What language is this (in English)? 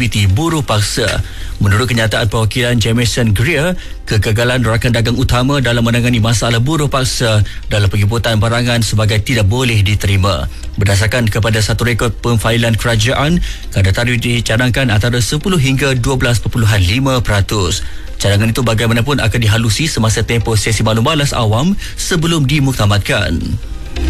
Malay